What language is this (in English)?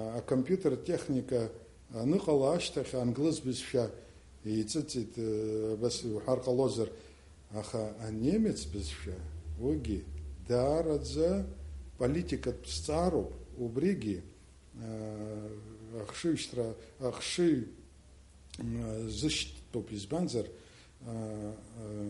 Abkhazian